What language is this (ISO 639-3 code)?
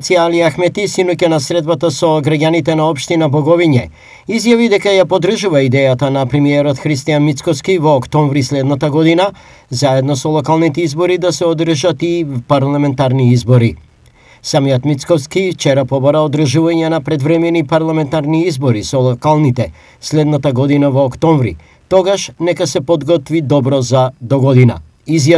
mkd